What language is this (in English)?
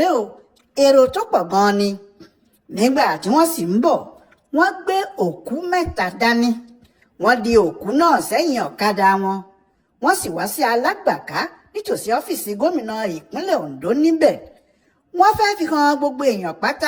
Yoruba